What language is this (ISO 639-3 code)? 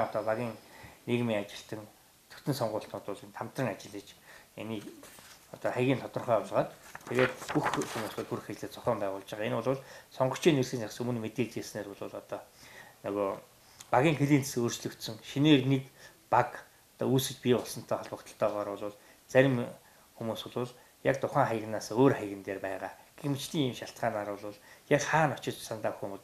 mon